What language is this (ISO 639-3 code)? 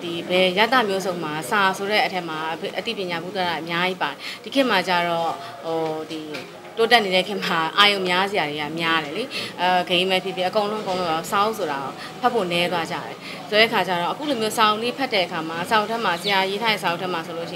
mya